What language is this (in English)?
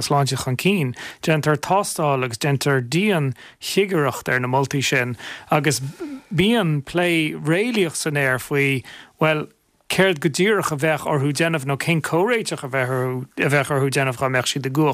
Irish